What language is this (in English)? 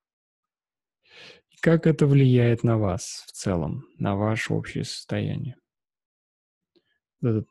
Russian